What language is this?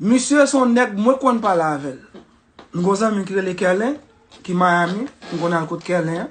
Haitian Creole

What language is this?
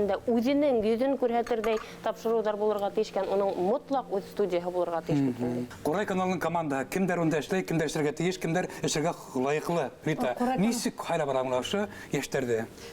Bashkir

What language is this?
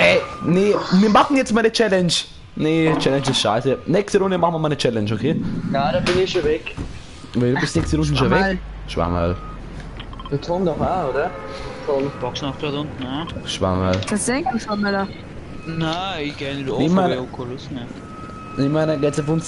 Bavarian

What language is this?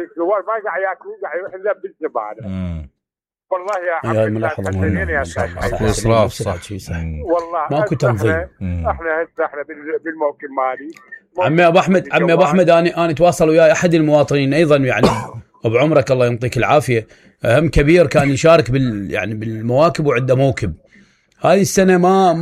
Mesopotamian Arabic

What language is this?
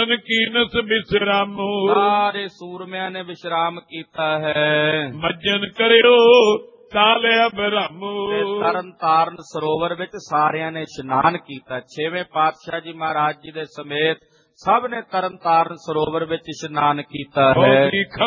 Punjabi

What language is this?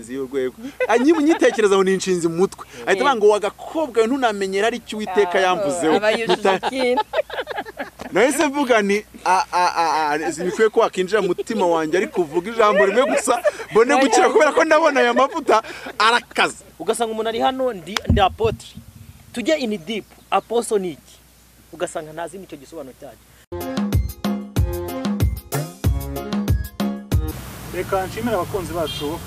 Kinyarwanda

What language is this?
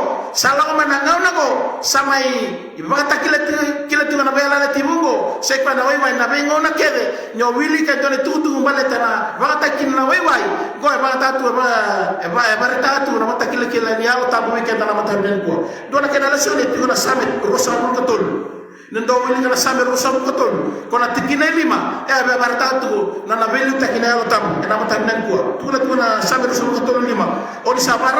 Fijian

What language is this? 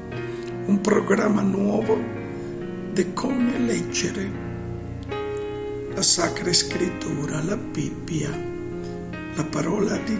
Italian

